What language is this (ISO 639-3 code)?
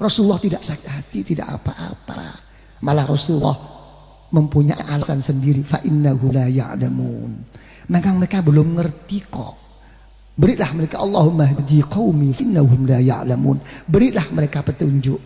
jav